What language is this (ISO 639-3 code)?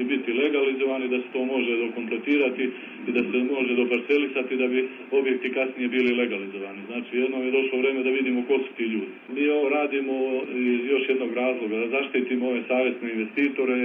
srp